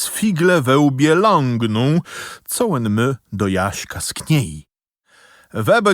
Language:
Kashubian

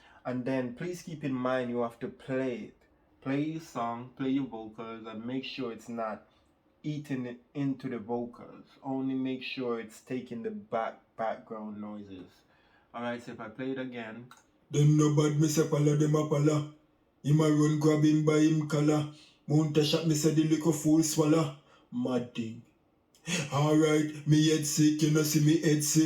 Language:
Jamaican Creole English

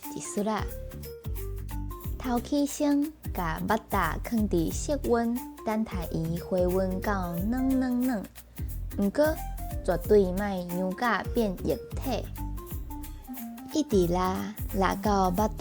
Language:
Min Nan Chinese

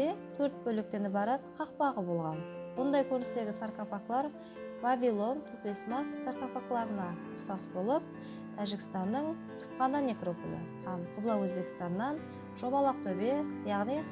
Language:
Kara-Kalpak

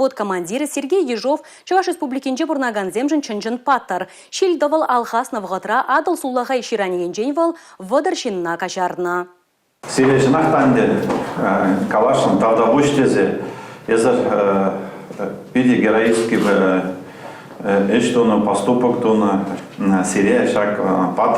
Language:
Chuvash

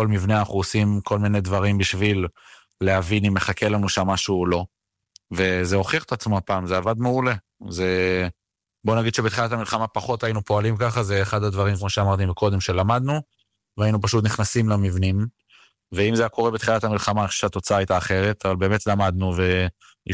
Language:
Hebrew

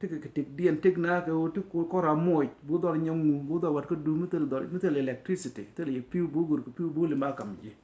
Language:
Nuer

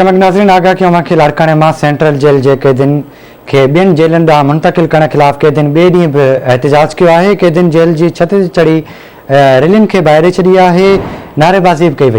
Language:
Sindhi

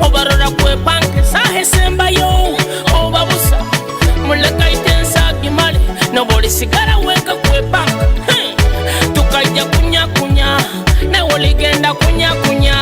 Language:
Nyoro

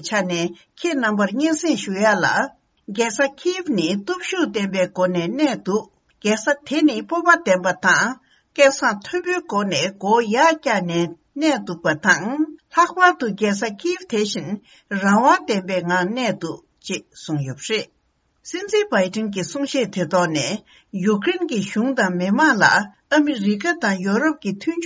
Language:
Tibetan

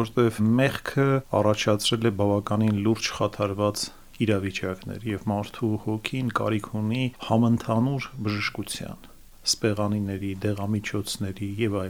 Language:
Armenian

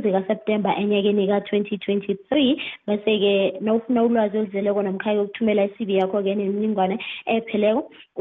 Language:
South Ndebele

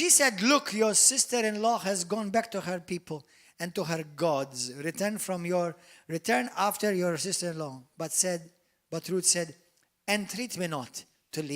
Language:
English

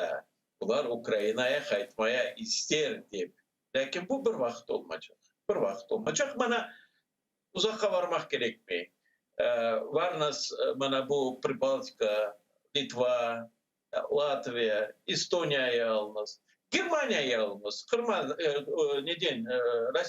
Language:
Crimean Tatar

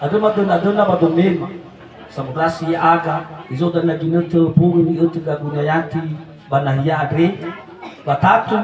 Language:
Nias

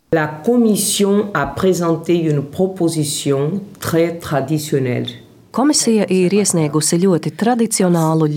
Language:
Latvian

